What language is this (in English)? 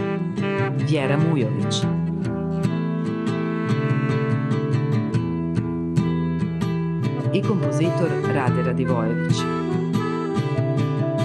Serbian